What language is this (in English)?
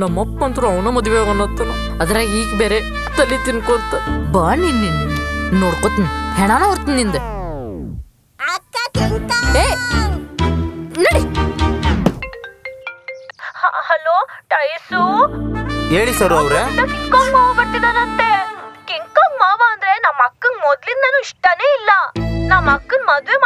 Kannada